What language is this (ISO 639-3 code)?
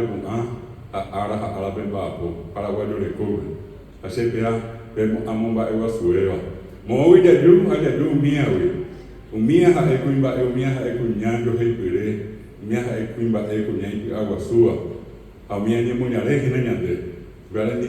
grn